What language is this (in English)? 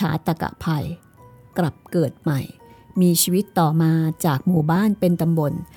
Thai